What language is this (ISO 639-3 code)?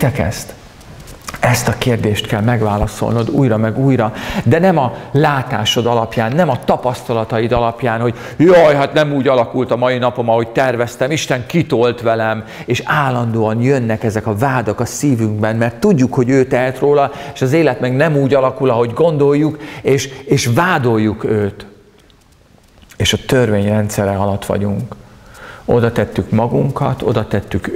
hun